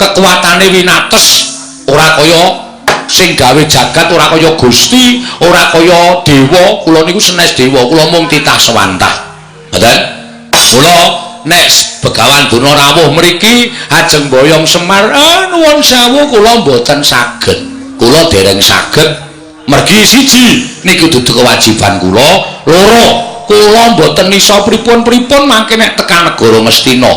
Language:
Javanese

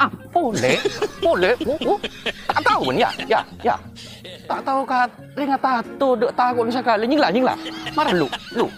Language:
Madurese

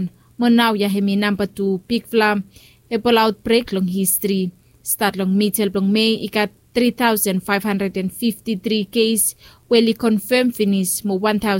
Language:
Bislama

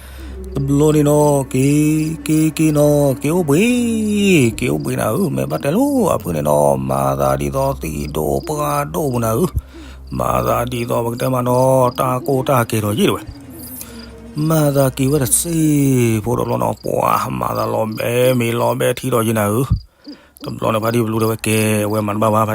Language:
S'gaw Karen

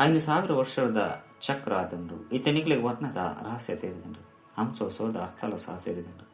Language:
Tulu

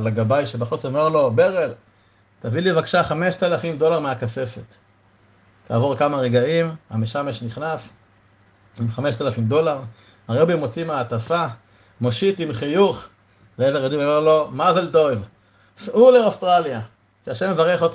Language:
Hebrew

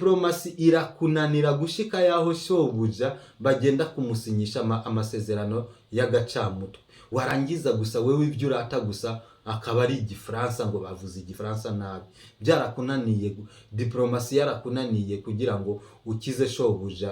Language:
Rundi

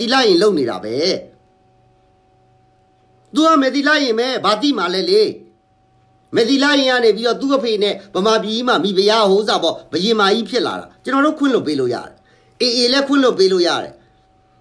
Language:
Burmese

